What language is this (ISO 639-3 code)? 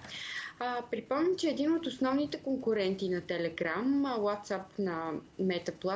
bul